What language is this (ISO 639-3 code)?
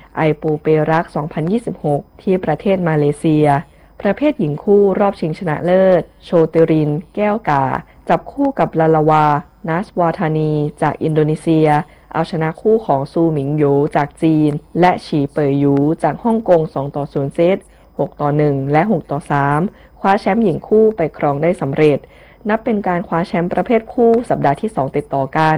tha